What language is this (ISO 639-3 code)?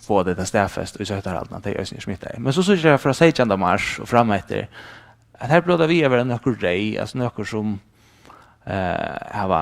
fao